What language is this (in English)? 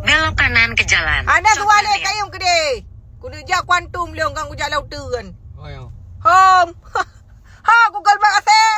Achinese